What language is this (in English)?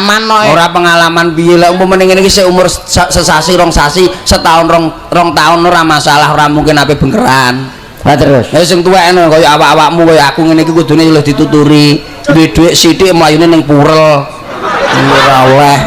Javanese